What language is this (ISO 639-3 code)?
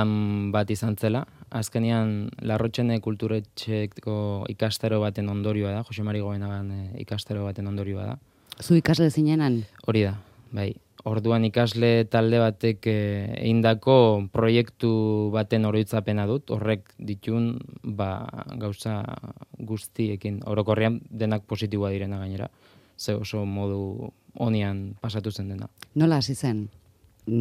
eus